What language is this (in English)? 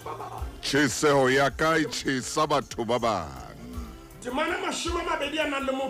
Southern Sotho